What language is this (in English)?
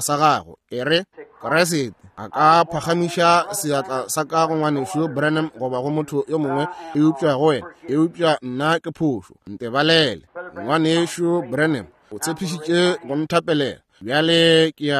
Northern Sotho